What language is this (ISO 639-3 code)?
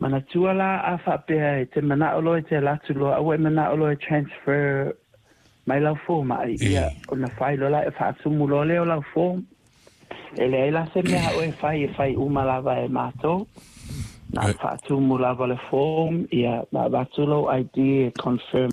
smo